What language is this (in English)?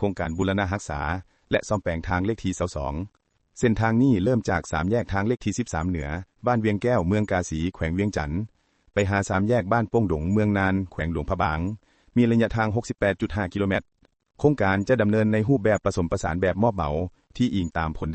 Lao